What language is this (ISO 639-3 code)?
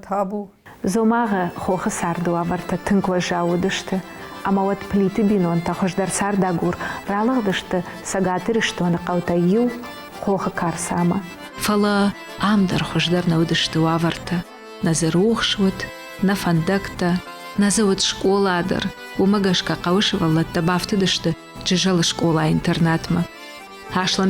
oss